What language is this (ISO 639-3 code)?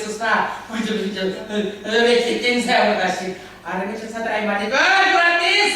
chv